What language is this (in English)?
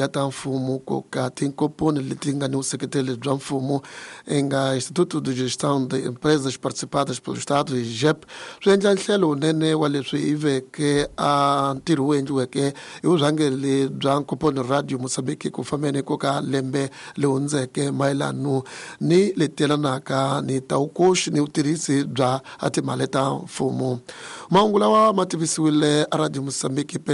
Tsonga